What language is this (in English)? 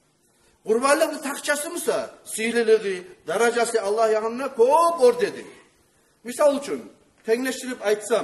Kumyk